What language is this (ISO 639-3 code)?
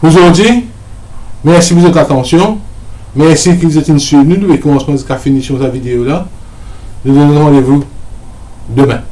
mfe